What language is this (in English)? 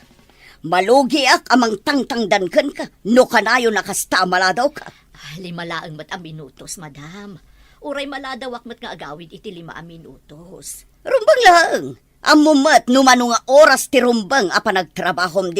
Iloko